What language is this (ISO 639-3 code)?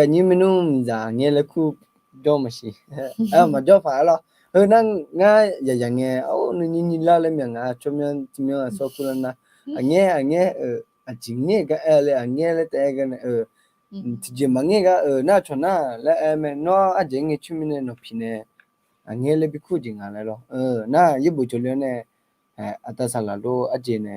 ahk